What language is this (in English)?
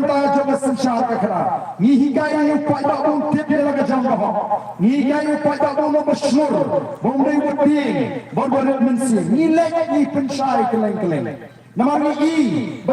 Khasi